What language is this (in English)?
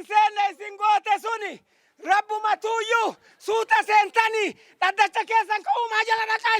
Oromo